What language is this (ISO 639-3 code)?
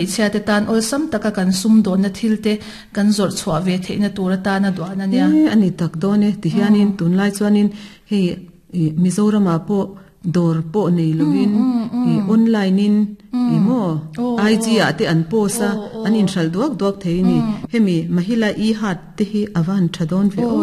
lus